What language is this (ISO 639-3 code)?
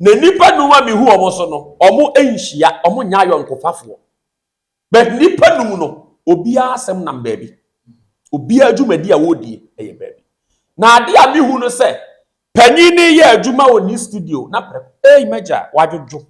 aka